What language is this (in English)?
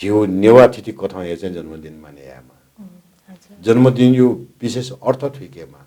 Newari